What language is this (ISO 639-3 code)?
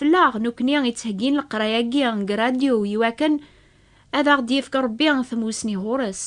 kab